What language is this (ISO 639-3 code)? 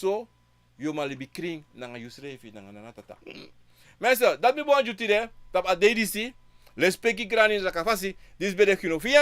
srn